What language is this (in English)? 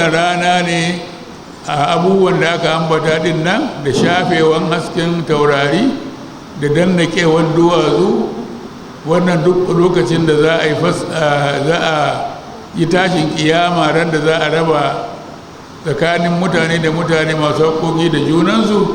Hausa